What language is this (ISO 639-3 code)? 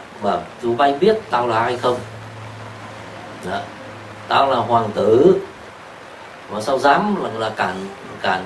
vie